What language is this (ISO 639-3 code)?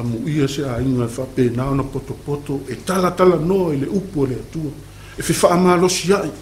smo